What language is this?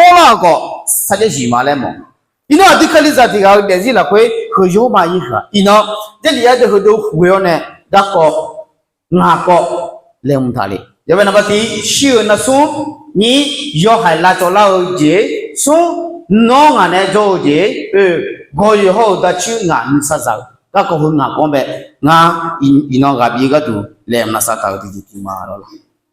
Akha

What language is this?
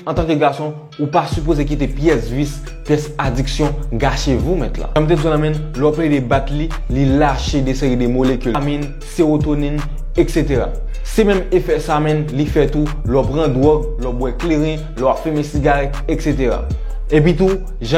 Haitian Creole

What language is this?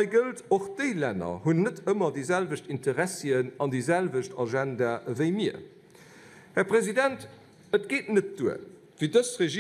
Luxembourgish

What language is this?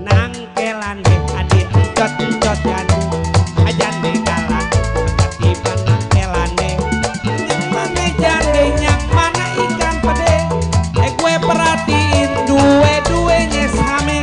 Betawi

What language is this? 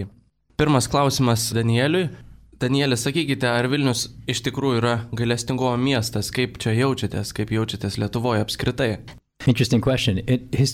Lithuanian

